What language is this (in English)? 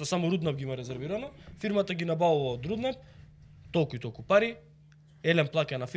Macedonian